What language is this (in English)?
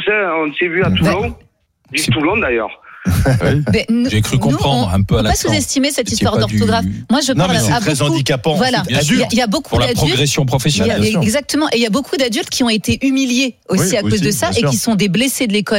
French